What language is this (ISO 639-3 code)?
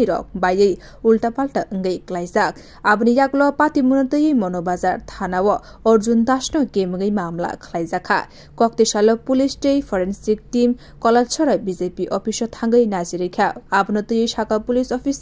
trp